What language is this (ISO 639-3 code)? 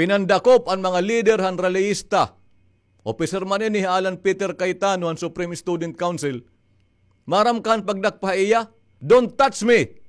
war